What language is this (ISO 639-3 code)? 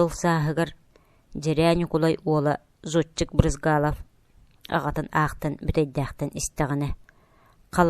sah